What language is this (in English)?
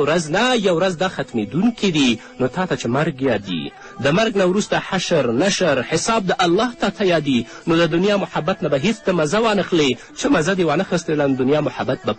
Pashto